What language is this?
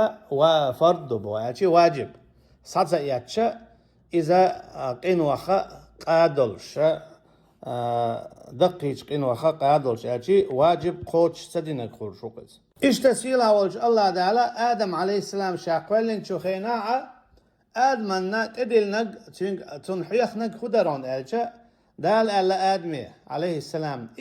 Chechen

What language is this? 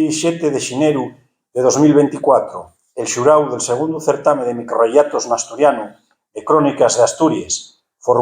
Asturian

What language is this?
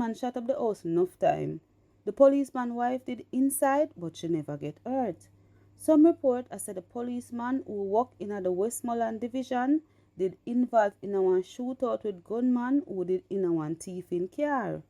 Jamaican Creole English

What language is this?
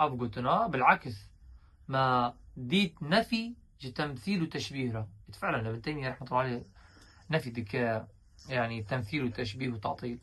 Kurdish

